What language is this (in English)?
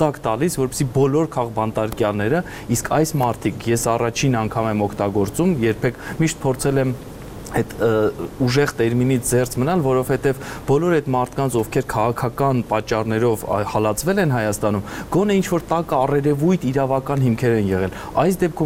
Armenian